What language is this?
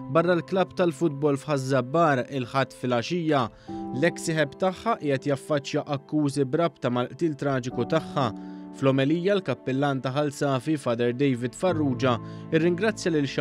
Maltese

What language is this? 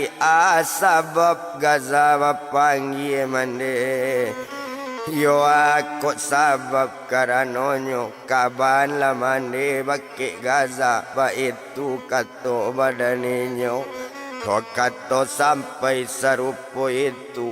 Minangkabau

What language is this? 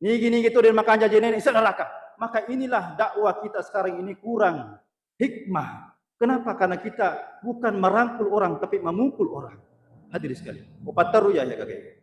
Buginese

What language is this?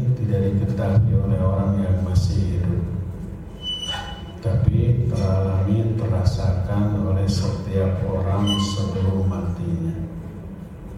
Indonesian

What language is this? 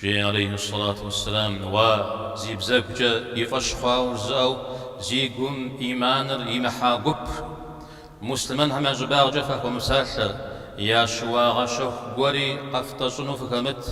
Kabardian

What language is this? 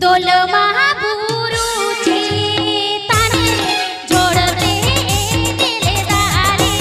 Santali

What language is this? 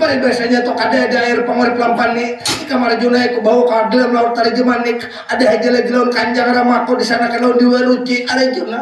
Banjar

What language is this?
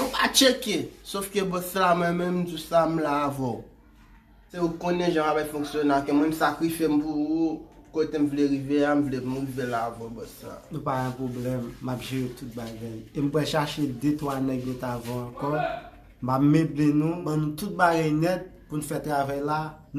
Haitian Creole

